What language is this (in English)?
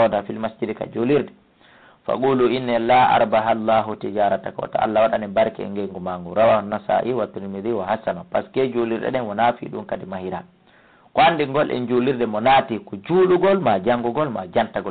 Fula